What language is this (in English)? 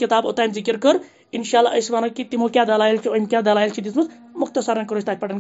Kashmiri